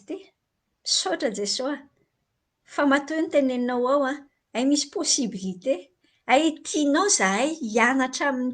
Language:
Malagasy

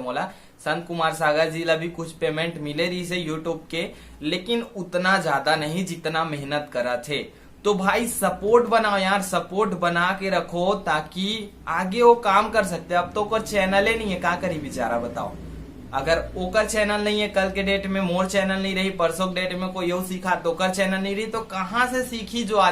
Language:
Chhattisgarhi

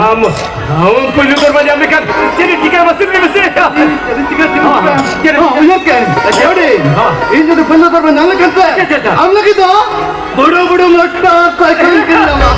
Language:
Santali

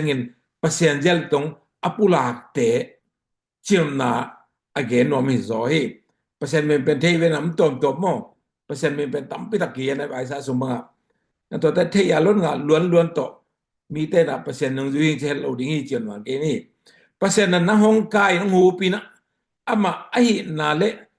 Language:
Tedim Chin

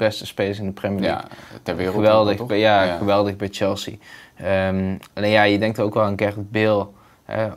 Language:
Dutch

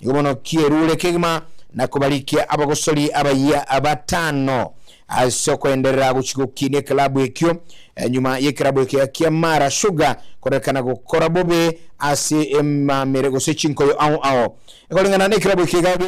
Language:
Gusii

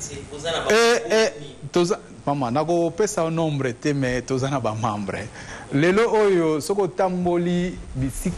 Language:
French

